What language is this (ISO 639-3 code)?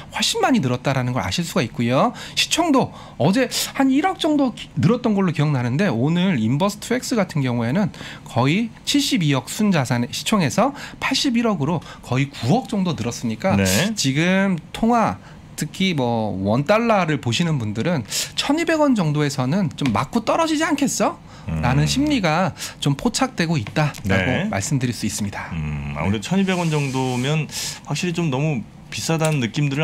kor